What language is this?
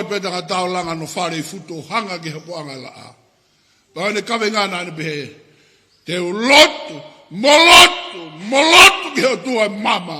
Tongan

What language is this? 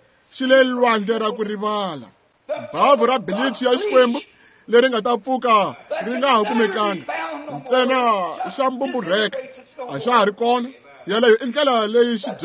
Tsonga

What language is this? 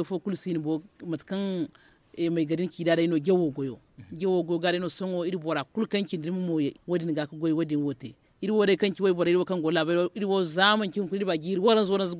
Zarma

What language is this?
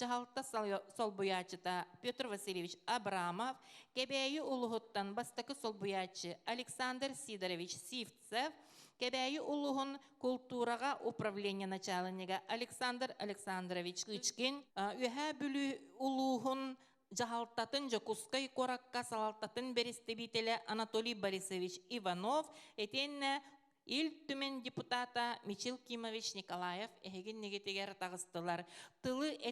Yakut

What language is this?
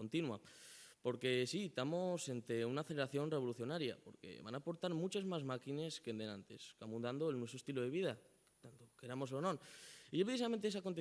Asturian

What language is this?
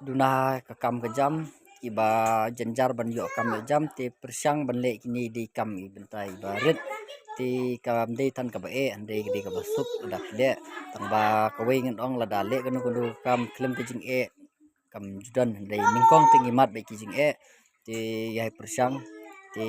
Khasi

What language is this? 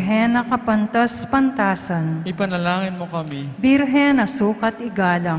Pampanga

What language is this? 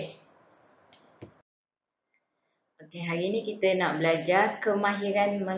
Malay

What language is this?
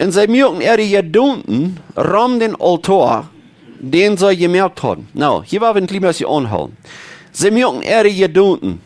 Plautdietsch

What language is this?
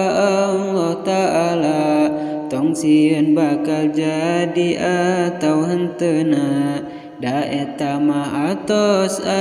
Sundanese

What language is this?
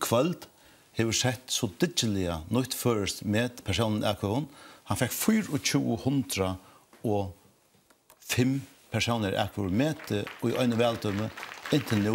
Faroese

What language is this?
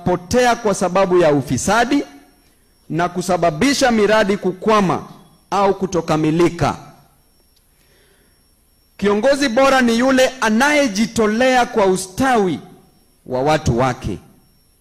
Swahili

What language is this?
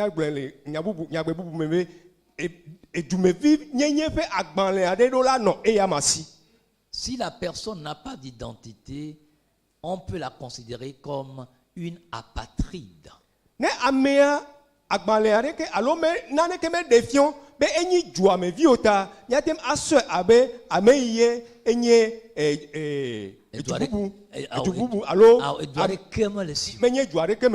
Ewe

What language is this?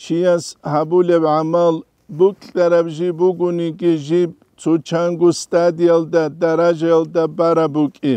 Avaric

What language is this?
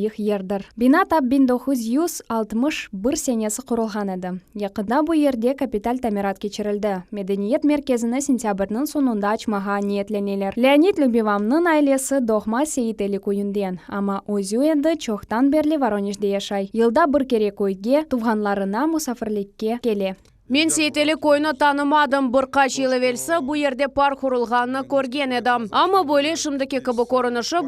Crimean Tatar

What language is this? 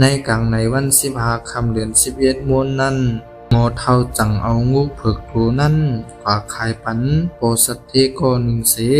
Shan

